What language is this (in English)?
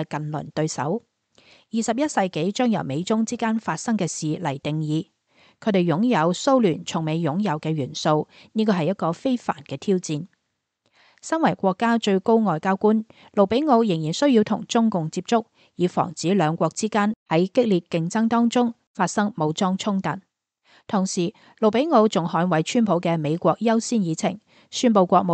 Cantonese